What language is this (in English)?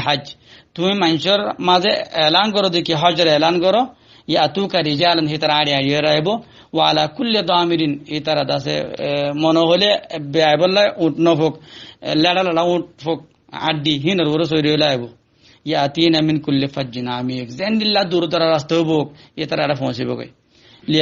Rohingya